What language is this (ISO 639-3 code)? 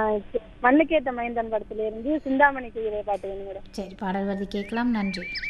tam